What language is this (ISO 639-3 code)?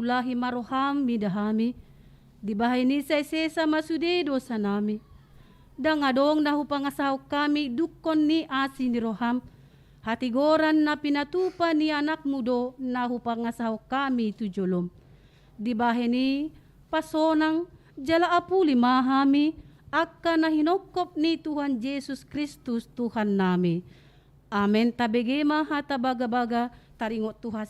bbc